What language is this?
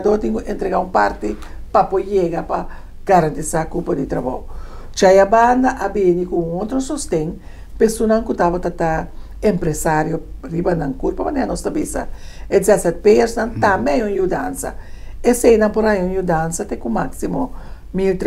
Papiamento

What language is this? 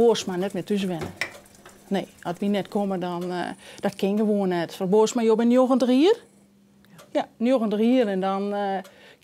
Western Frisian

